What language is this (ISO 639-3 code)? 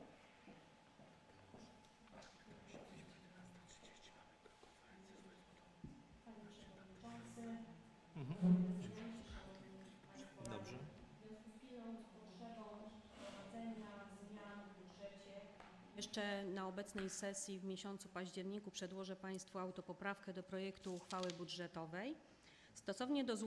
pol